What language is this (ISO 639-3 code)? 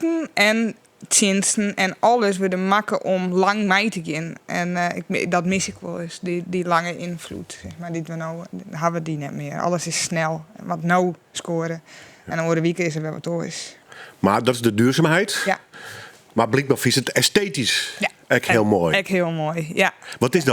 fry